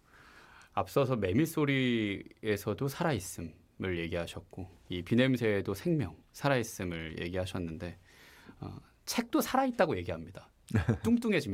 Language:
Korean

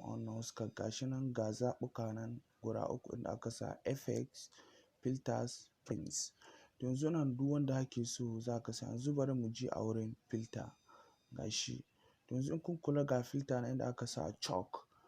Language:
Hausa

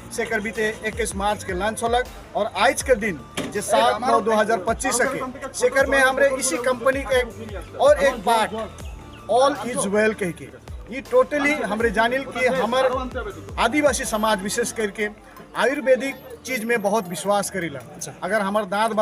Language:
Sadri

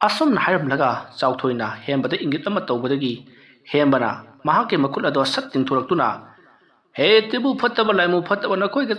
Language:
Manipuri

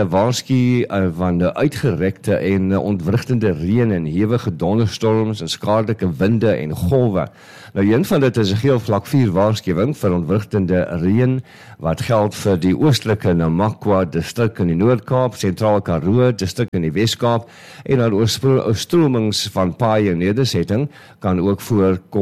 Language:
Afrikaans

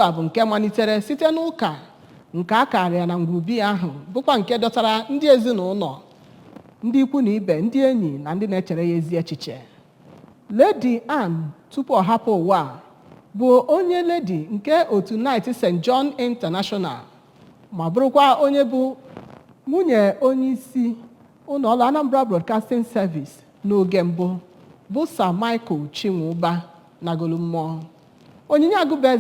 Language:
Igbo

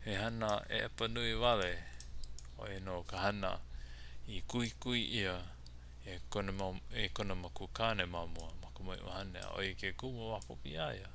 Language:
Hawaiian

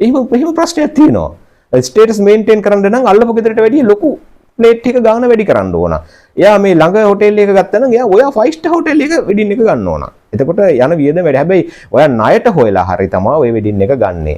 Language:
Sinhala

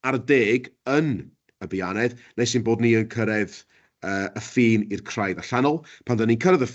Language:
Welsh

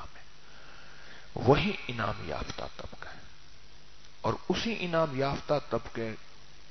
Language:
Urdu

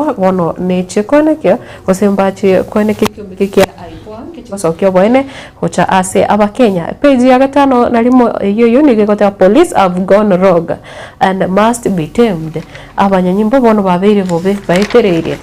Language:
Gusii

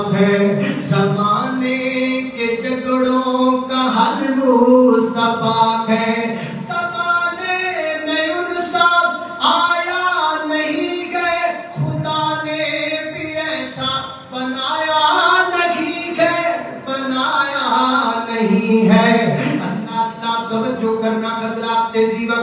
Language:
Urdu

